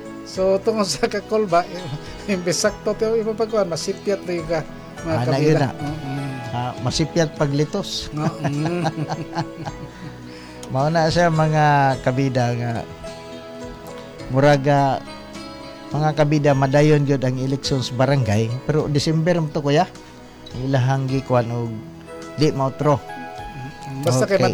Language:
Cebuano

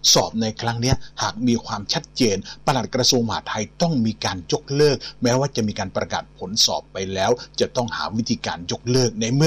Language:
Thai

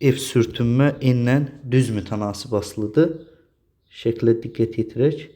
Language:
Azerbaijani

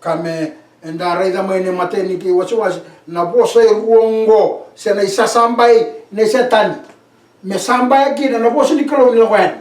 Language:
Fijian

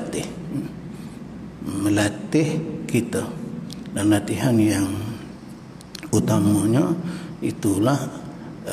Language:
Malay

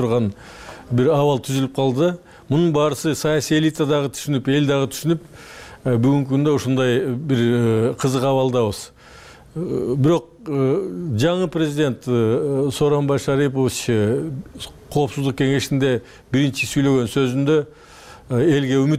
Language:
Kyrgyz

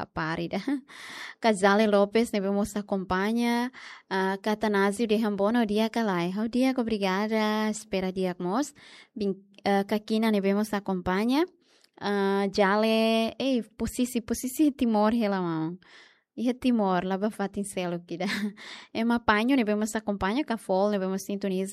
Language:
Tetum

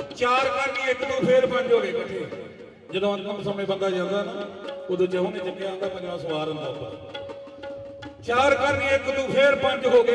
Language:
Punjabi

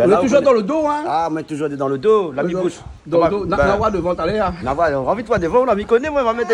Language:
Réunion Creole French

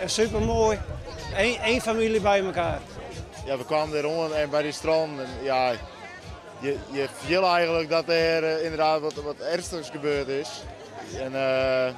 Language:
Western Frisian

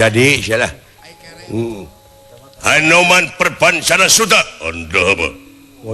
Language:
Sundanese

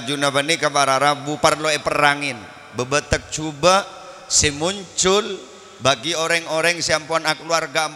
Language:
Madurese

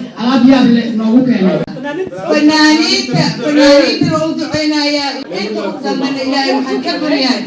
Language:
Somali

